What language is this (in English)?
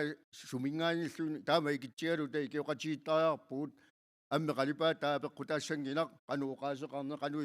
Kalaallisut